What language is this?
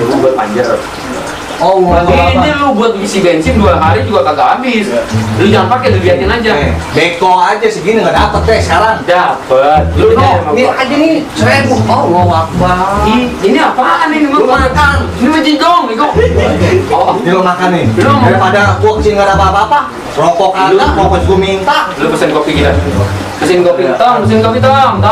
Betawi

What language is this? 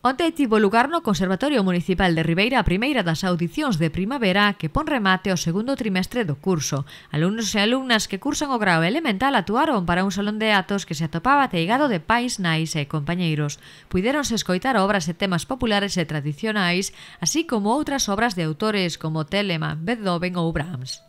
Galician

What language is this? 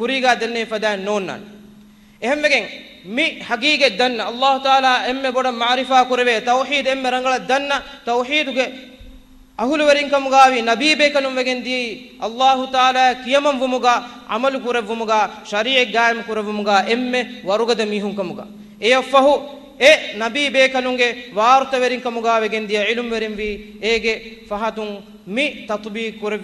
Divehi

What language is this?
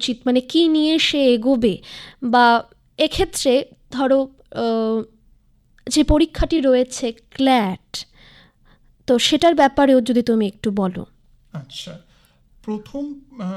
Bangla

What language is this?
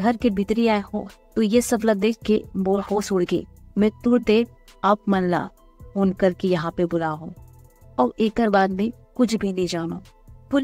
Chhattisgarhi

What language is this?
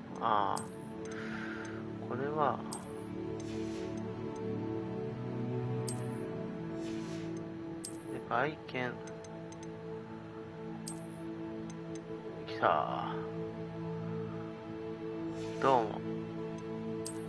Japanese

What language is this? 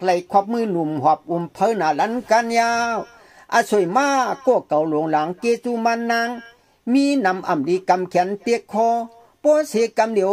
Shan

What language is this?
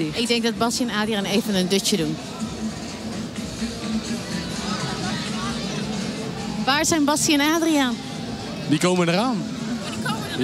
Dutch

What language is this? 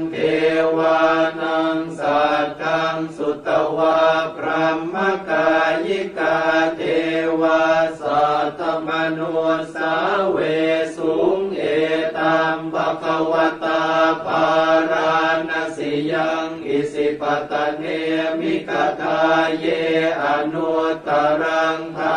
Pali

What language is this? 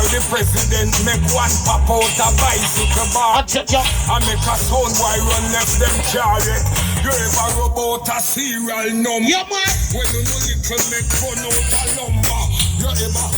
Jamaican Creole English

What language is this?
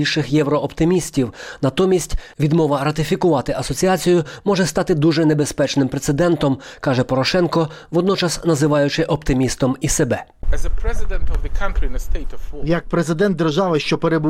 Ukrainian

